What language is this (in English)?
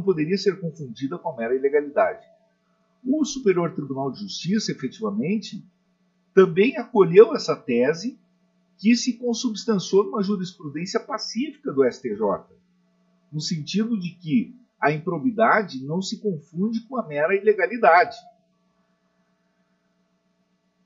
Portuguese